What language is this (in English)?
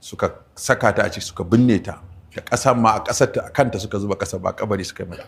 Hausa